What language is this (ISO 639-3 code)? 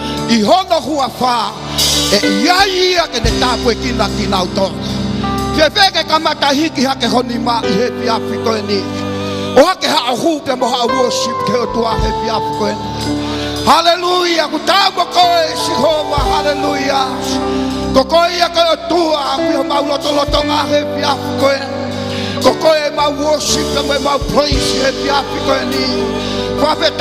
ton